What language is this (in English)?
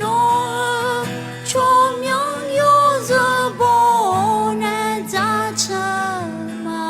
Akha